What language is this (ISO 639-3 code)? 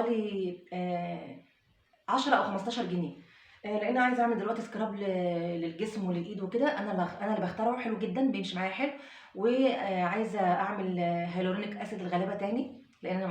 arz